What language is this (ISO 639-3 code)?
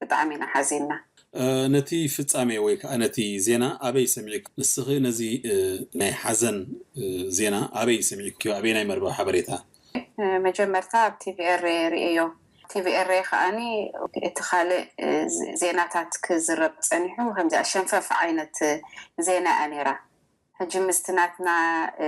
tir